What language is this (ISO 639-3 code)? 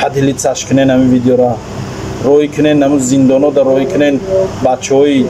tgk